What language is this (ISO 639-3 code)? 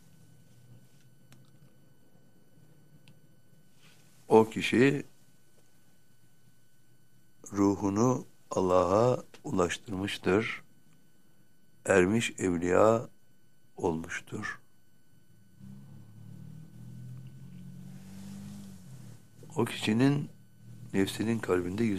tur